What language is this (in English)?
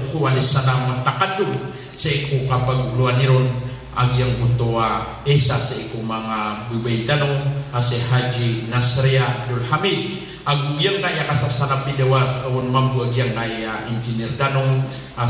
Maranao